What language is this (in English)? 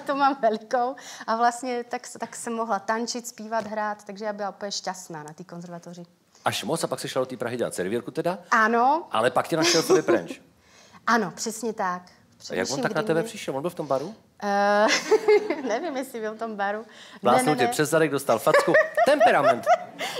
Czech